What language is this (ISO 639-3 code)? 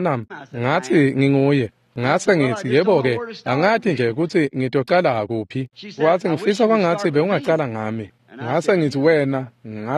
ssw